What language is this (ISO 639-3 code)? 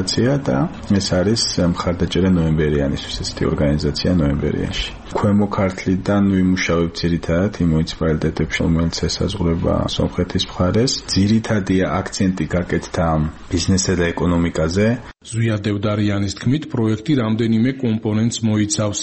kat